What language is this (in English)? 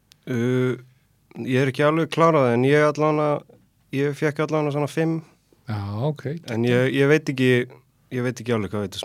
Icelandic